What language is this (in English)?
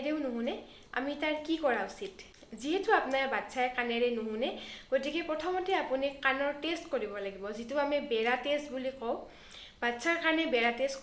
Assamese